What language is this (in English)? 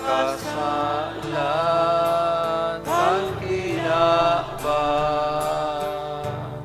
Bikol